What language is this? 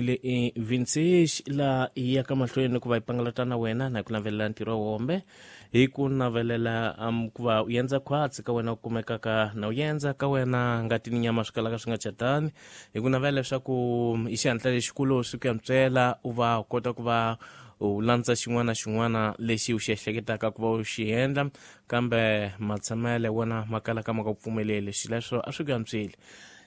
Tsonga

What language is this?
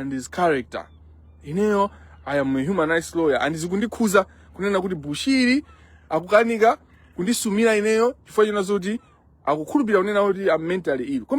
Nyanja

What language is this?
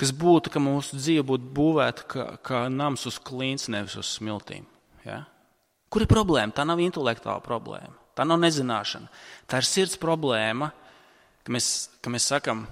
Latvian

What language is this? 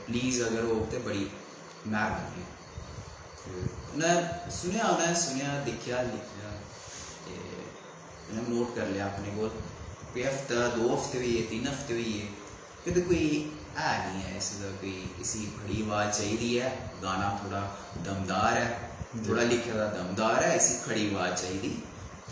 Dogri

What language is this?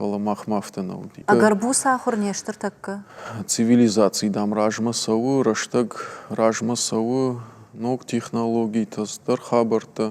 Ossetic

